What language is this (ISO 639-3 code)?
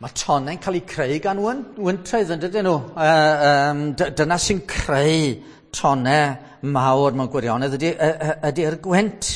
cym